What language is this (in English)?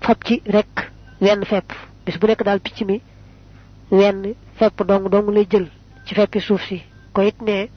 Wolof